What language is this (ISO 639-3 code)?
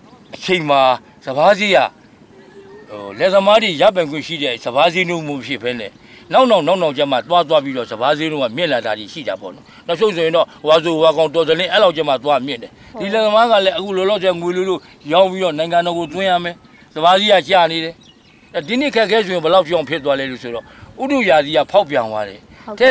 mya